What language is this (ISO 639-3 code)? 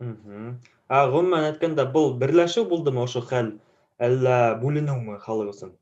bak